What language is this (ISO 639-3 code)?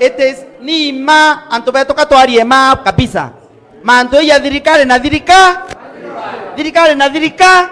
mer